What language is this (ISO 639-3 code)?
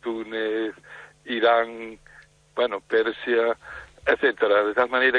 glg